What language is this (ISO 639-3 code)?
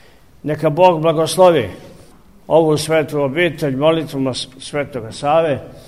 srp